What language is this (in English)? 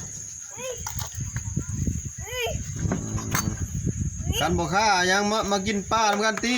Lao